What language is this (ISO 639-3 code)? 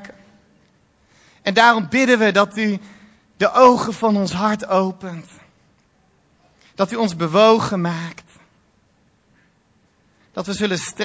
nld